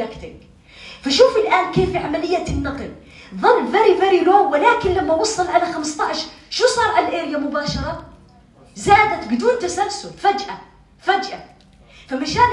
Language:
North Levantine Arabic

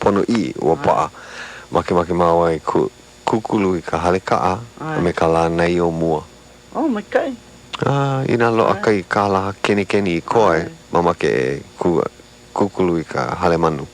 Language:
Hawaiian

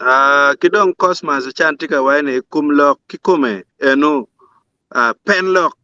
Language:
Acoli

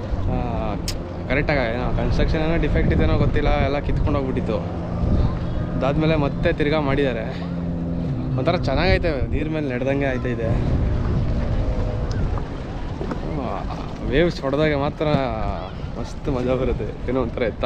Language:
Kannada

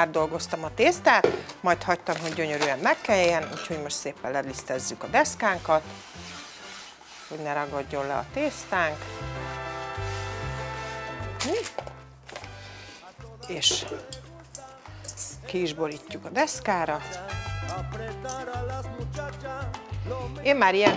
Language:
Hungarian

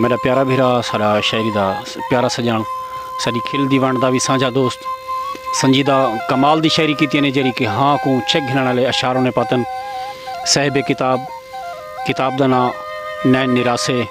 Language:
Saraiki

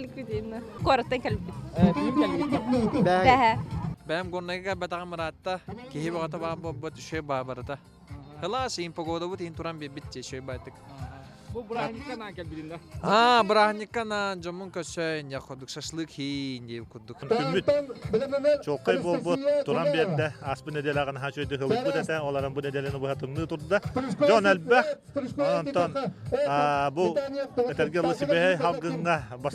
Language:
Yakut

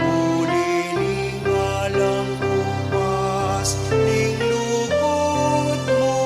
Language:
Pampanga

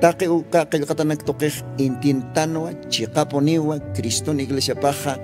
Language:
Aymara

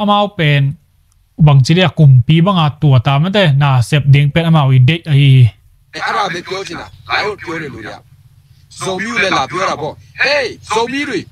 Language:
Tedim Chin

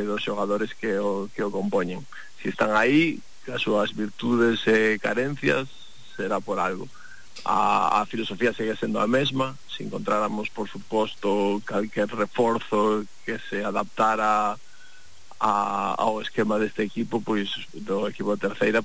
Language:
Galician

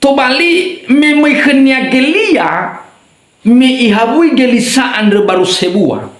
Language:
Nias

